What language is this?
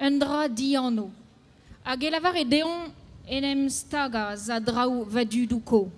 Breton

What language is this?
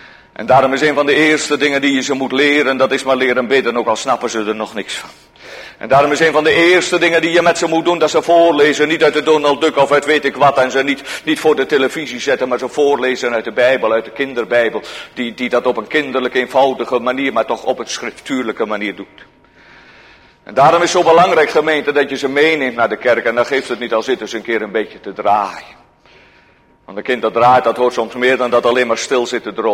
Dutch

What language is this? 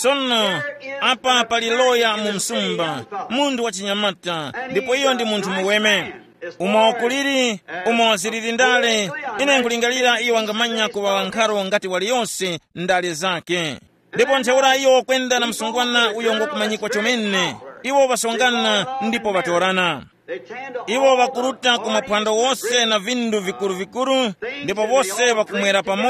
Tumbuka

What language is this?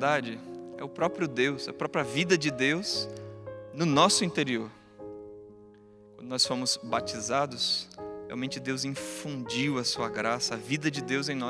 Portuguese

